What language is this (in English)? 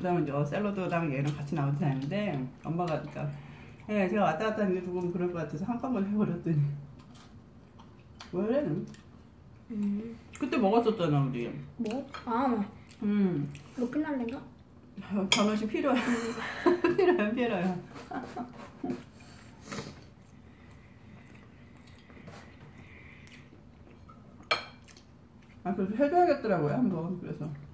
Korean